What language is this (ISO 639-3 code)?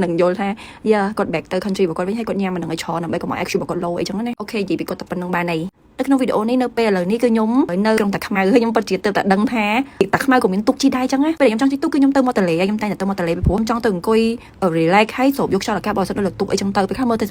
khm